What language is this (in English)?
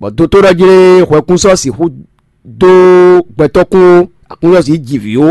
Fon